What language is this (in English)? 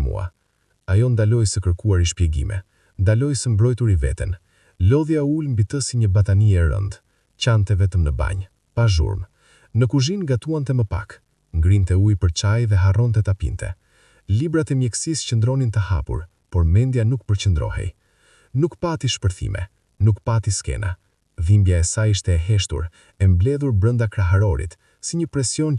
Albanian